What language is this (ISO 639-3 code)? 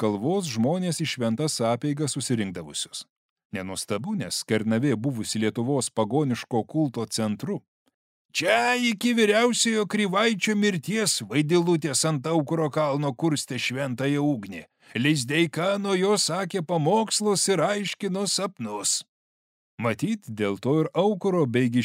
lit